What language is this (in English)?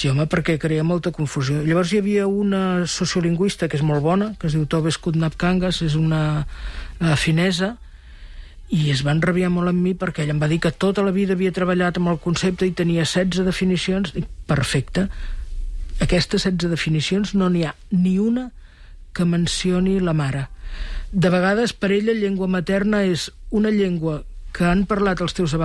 Catalan